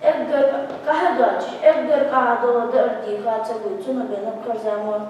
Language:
Ingush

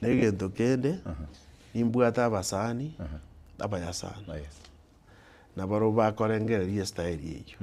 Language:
Gusii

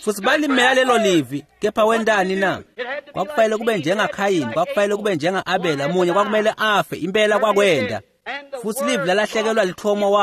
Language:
Swati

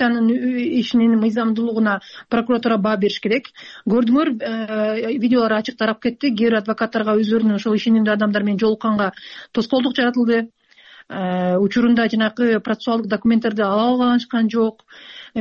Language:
Kyrgyz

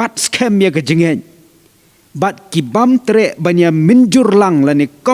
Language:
Khasi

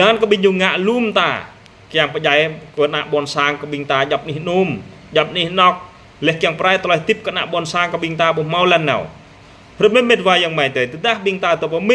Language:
Jarai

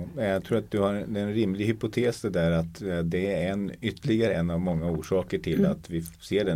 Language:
Swedish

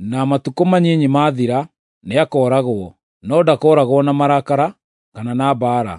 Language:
Kikuyu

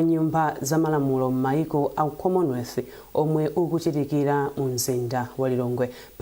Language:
Nyanja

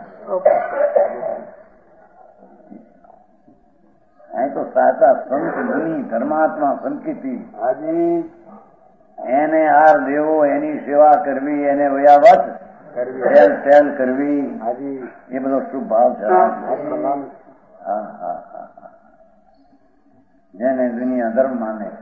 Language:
Gujarati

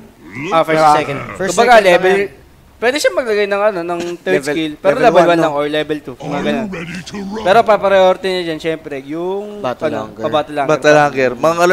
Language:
Filipino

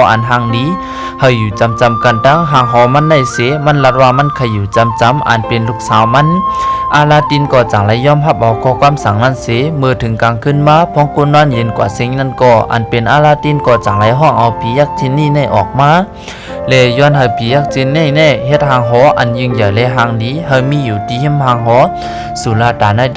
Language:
Shan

